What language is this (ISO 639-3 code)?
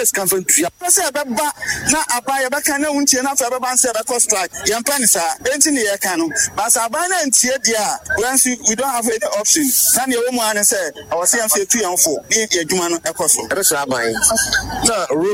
aka